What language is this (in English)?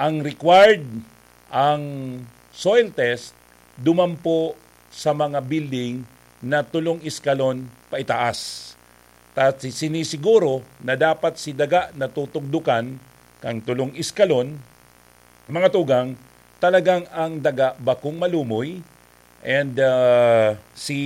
Bikol